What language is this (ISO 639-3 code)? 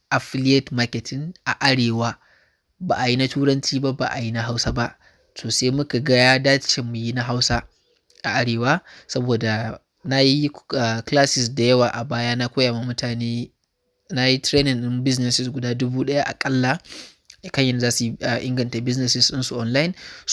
hau